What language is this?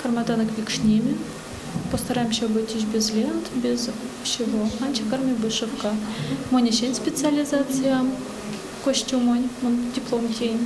Erzya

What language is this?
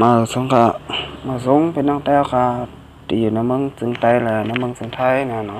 Shan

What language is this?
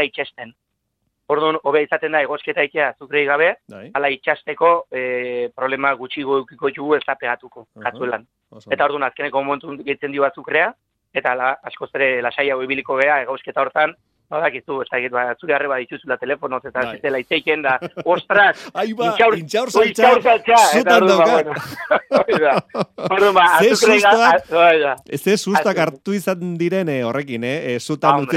Basque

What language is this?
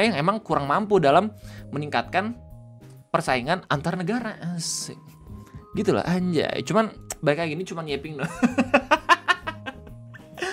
Indonesian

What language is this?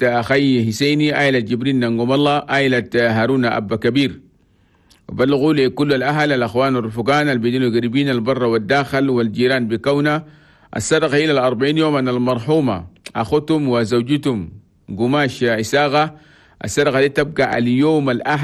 Chadian Arabic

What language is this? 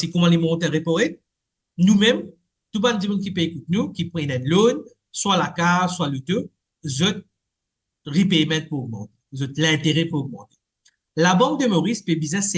Morisyen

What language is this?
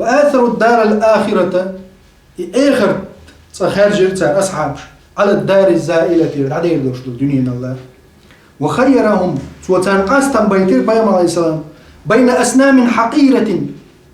Chechen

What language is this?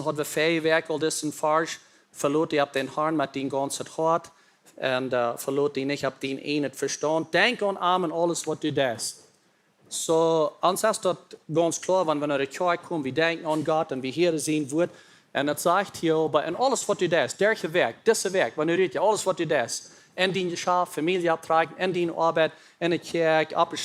Plautdietsch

